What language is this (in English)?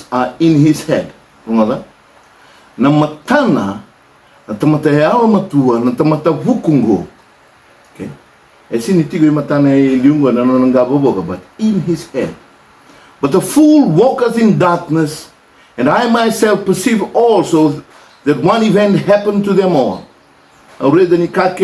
Fijian